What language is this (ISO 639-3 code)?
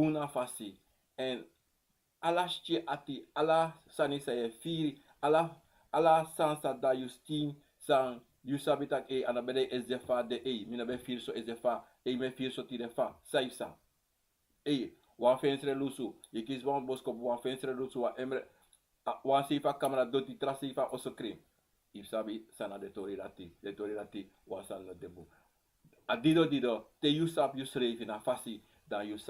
srn